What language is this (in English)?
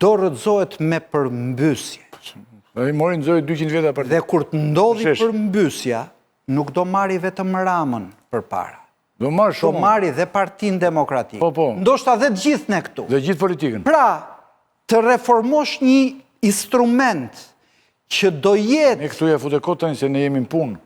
Albanian